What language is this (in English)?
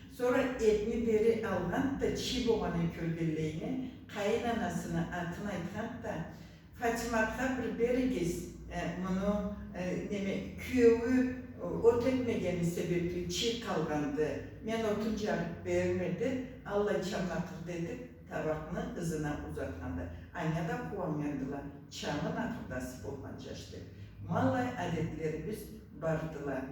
Karachay-Balkar